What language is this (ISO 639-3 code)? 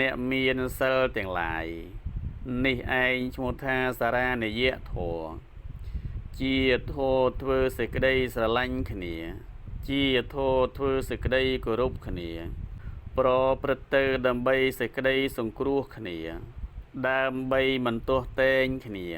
khm